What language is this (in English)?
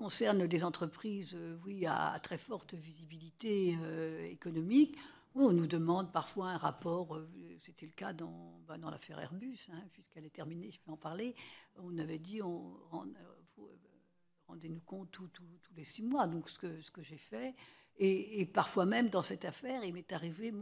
French